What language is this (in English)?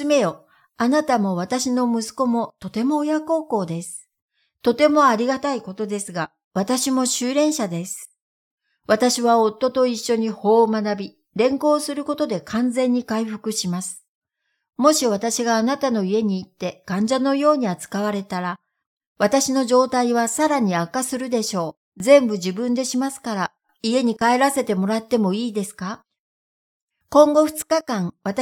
Japanese